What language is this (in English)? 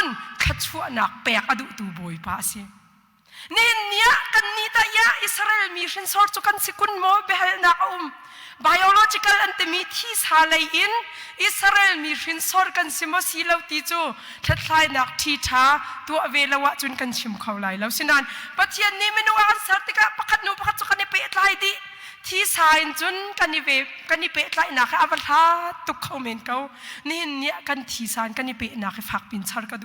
Hakha Chin